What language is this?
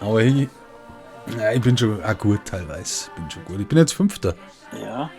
Bavarian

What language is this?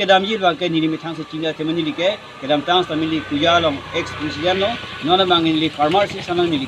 Karbi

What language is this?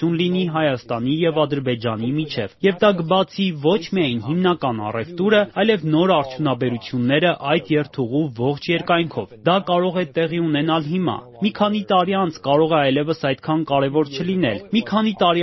Armenian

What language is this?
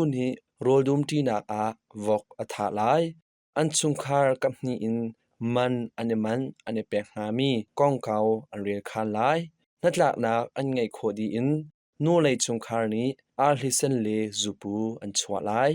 Hakha Chin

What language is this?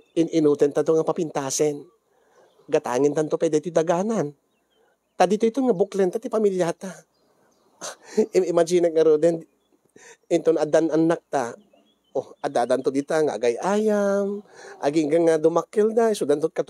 Iloko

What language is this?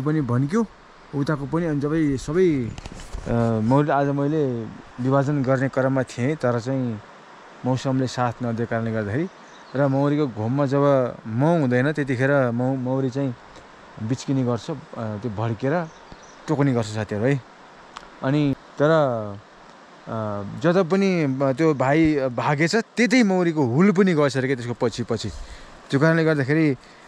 Nepali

